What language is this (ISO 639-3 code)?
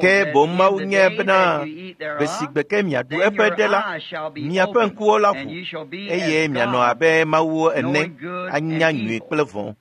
ewe